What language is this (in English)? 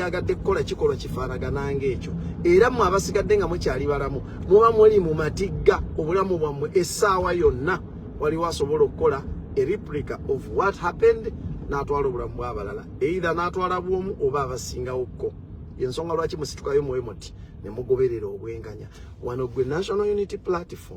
Ganda